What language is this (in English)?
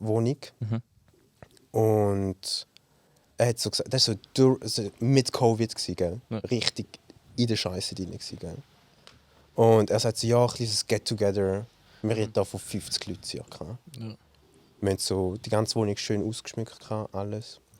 Swiss German